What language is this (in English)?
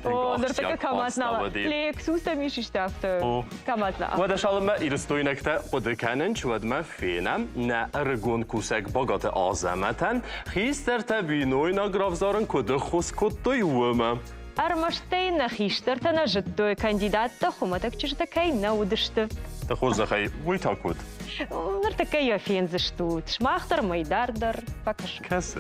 Ossetic